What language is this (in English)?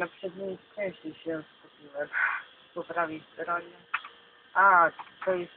Polish